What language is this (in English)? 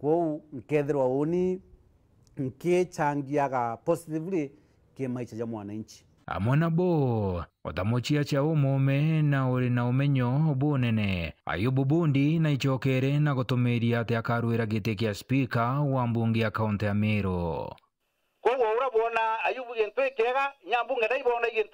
Meru